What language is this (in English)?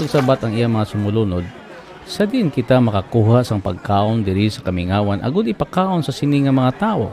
Hiligaynon